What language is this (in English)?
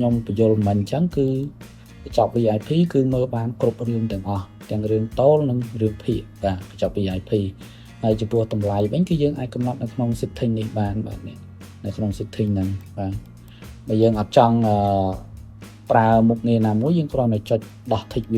Khmer